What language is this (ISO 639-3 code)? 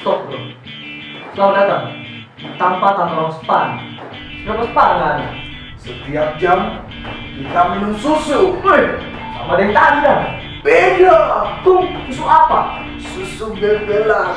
xmm